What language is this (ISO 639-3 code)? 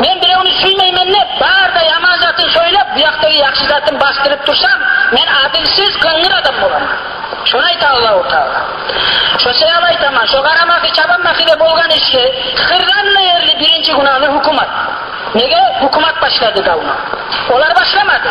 kum